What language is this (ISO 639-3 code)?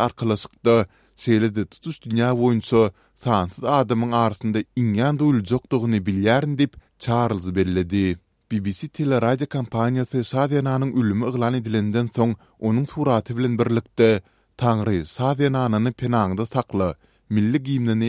tuk